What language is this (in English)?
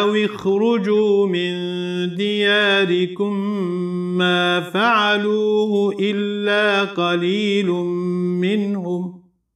Arabic